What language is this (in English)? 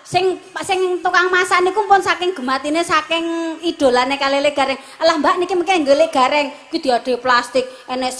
Javanese